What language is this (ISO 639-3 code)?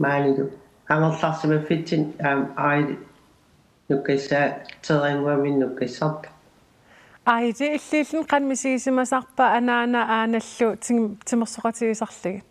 kal